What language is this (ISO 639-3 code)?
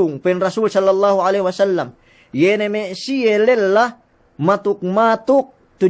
yka